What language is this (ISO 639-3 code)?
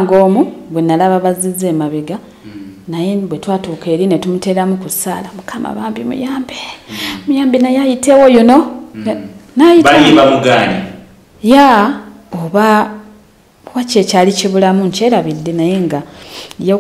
lug